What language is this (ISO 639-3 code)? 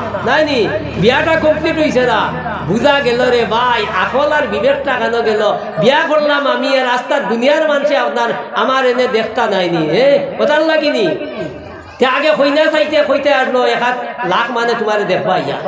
syl